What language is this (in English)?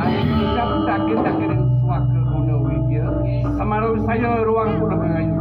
Balinese